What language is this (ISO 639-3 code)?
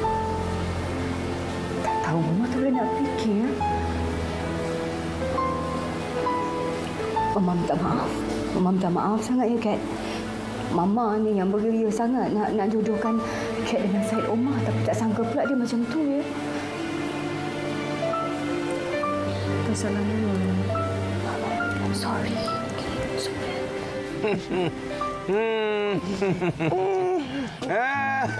msa